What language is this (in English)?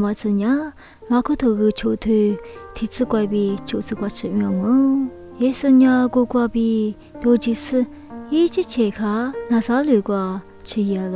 Lisu